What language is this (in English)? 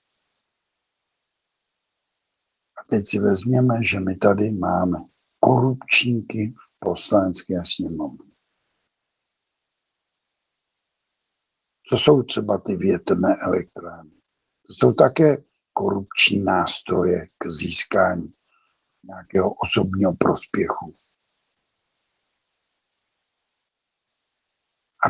Czech